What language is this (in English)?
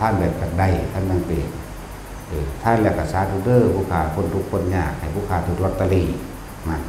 Northeastern Thai